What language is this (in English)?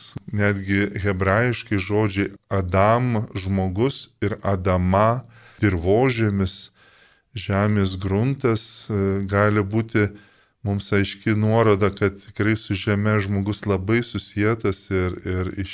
Lithuanian